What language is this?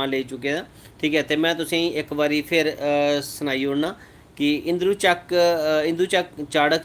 Dogri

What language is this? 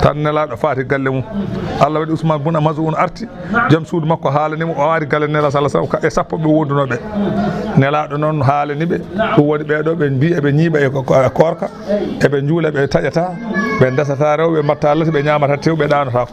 Fula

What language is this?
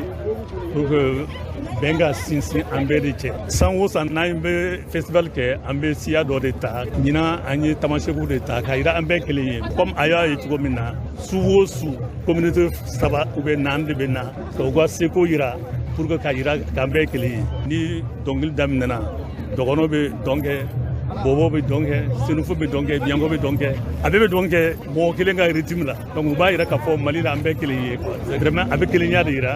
Bambara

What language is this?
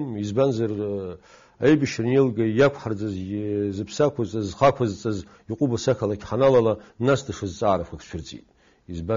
Abkhazian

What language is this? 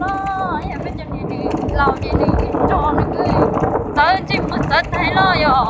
Hmong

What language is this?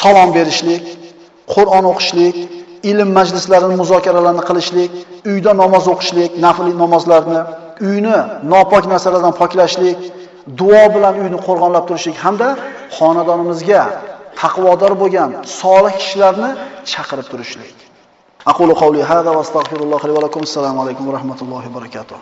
Uzbek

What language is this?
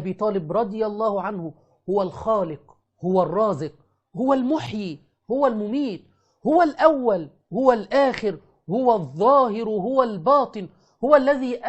Arabic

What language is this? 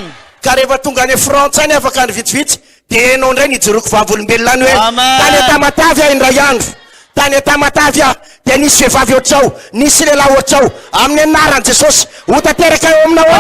Malagasy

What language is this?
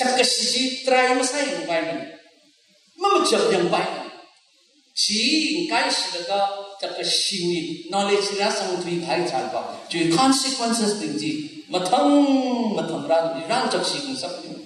Tangkhul Naga (India)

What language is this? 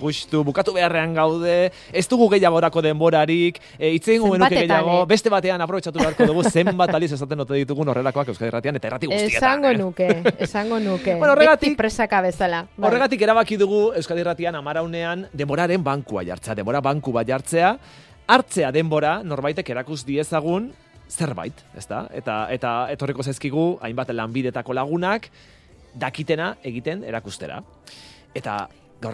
Basque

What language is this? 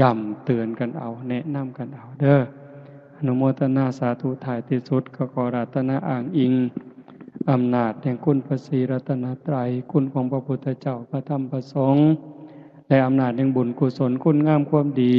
Northeastern Thai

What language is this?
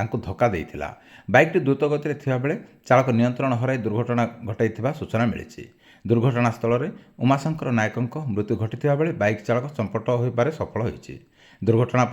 Odia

